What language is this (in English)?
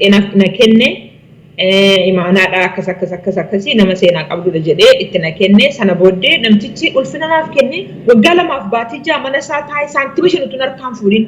Oromo